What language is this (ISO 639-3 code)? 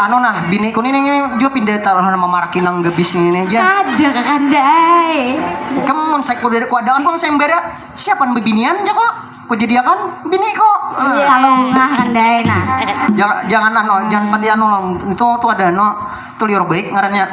bjn